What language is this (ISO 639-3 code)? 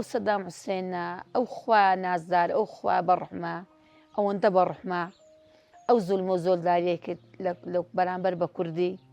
ckb